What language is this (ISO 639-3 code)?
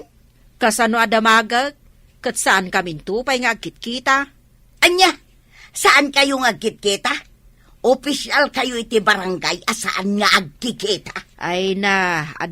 ilo